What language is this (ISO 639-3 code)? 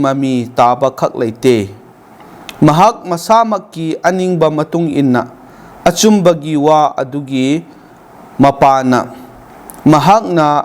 mni